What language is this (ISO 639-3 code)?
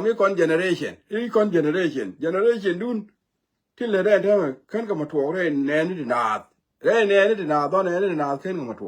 nus